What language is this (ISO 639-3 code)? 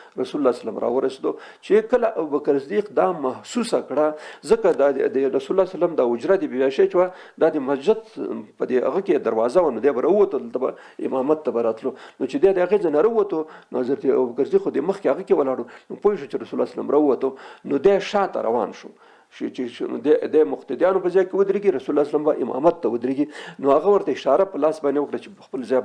pus